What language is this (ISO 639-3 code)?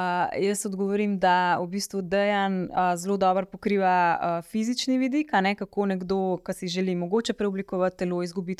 slv